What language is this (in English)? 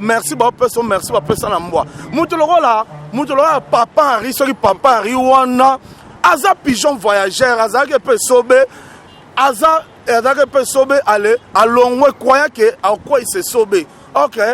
Lingala